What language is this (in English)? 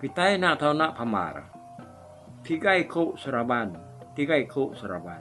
Iban